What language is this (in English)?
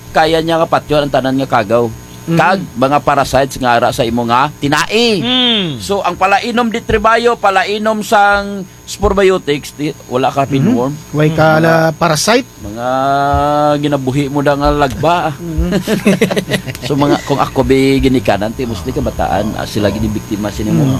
Kinaray-a